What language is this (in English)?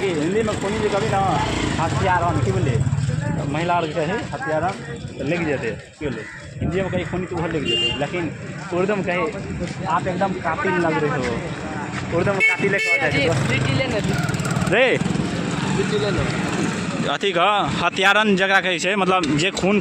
Maithili